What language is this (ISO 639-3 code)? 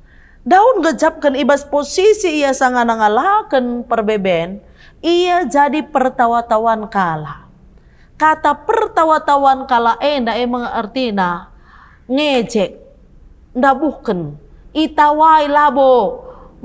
btx